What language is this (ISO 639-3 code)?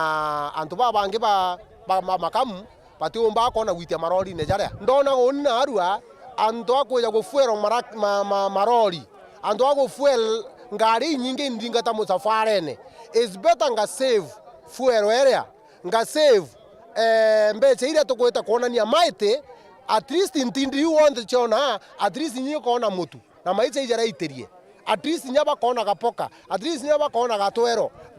mer